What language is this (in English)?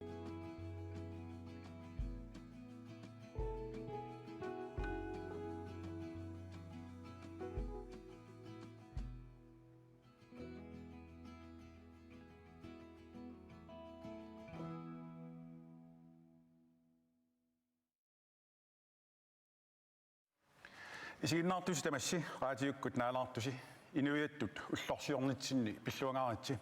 Kalaallisut